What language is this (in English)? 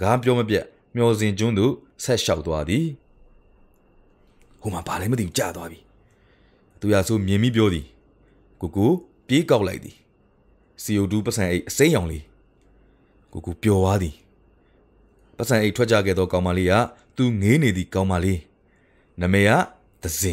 Burmese